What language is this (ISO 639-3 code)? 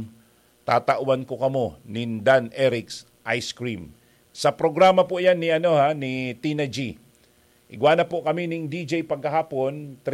bik